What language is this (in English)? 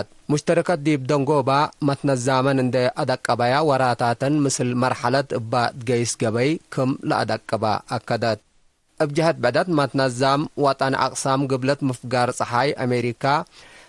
Tigre